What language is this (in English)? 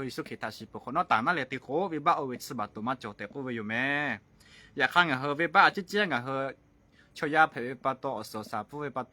Lahu